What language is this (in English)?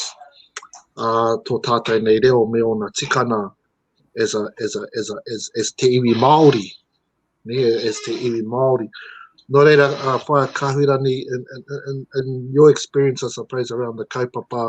Māori